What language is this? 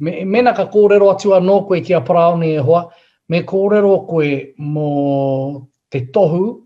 Māori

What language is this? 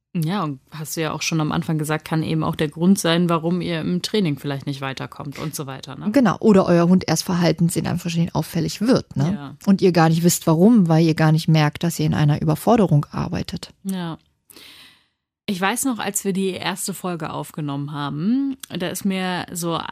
German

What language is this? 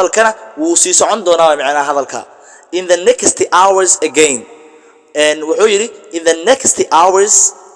Somali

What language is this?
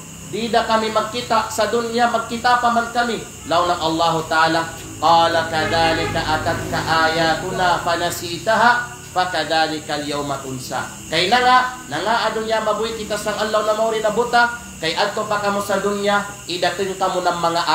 Kalagan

